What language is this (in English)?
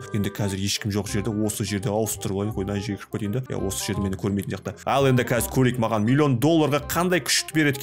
Kazakh